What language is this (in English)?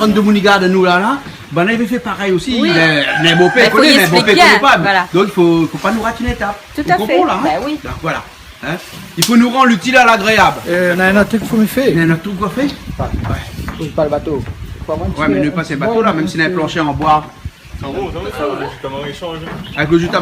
Réunion Creole French